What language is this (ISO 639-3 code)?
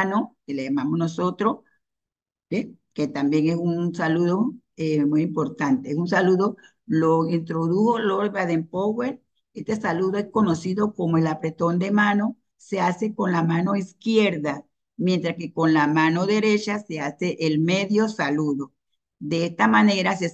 spa